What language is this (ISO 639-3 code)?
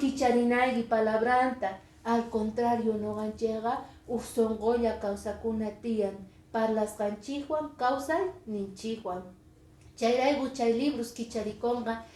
que